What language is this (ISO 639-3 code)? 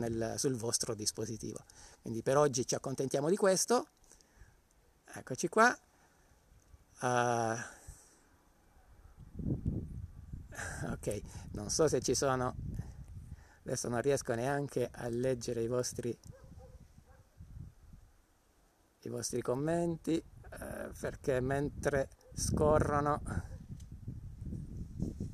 ita